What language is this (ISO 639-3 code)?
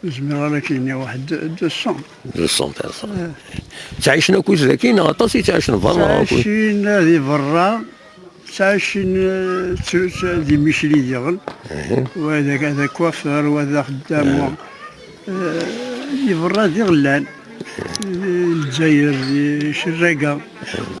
kab